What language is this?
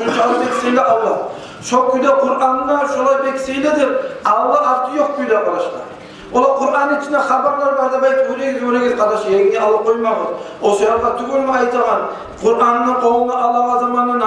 Kumyk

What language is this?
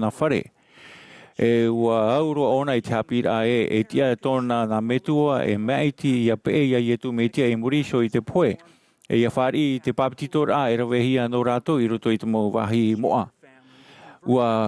Tahitian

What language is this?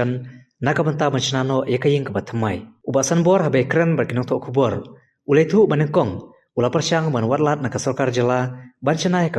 Khasi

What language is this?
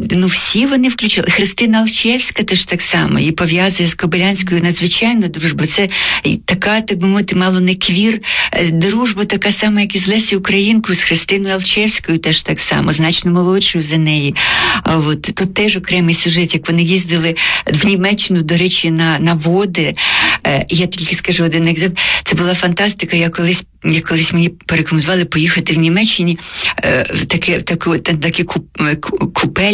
Ukrainian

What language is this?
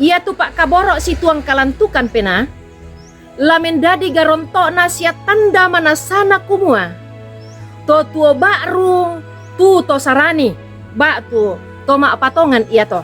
Toraja-Sa'dan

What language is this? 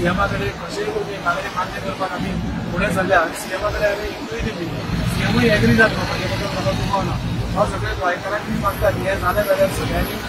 Konkani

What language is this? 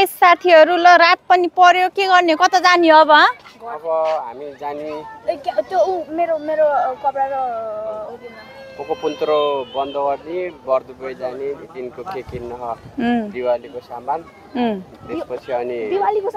Nepali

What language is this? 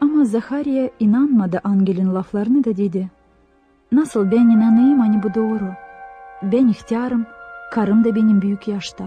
Gagauz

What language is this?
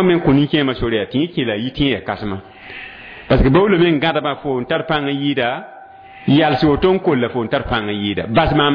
Mossi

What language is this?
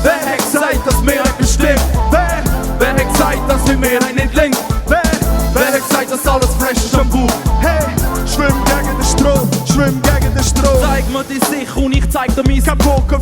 Swiss German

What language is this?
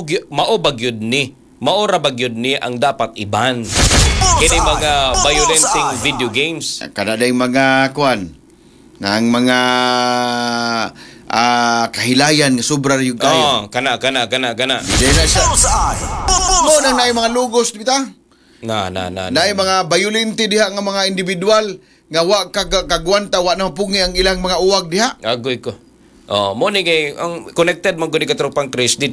Cebuano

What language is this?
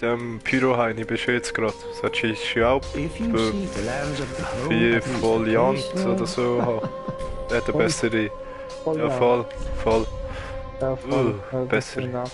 Swiss German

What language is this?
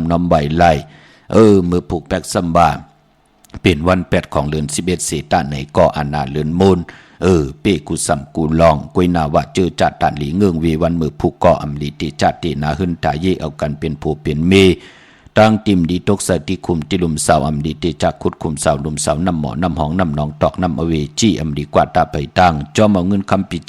Shan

